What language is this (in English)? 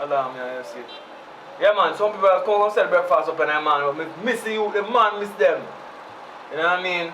Jamaican Creole English